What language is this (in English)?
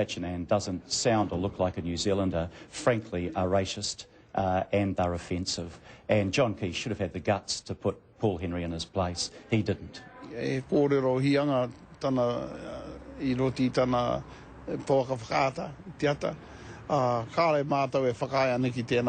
Māori